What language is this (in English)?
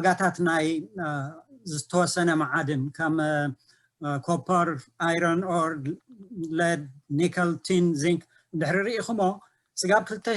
Tigrinya